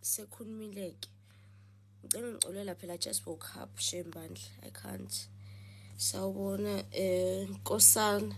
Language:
Zulu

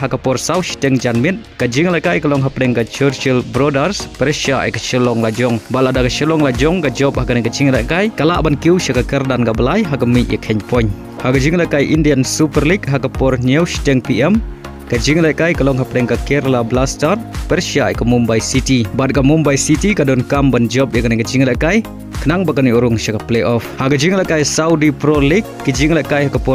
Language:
Khasi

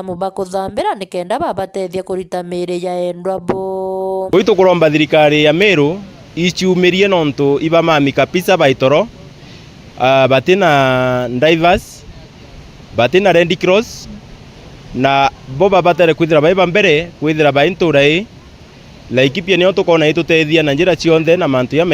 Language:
Meru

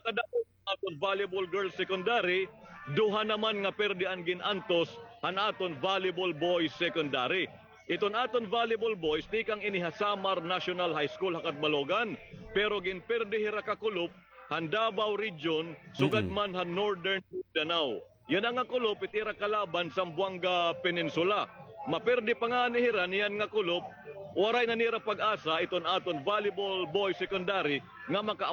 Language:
Waray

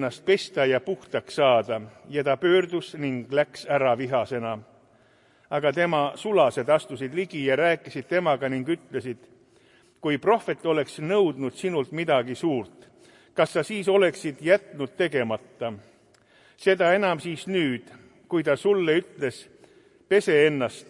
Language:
Estonian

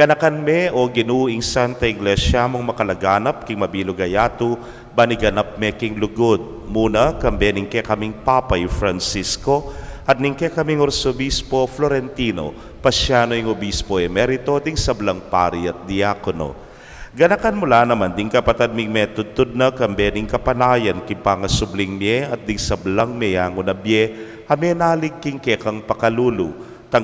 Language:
Pampanga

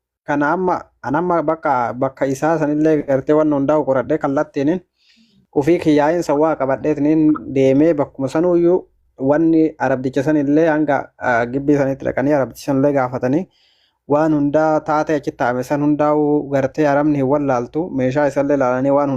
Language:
Oromo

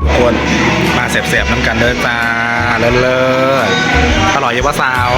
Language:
Northeastern Thai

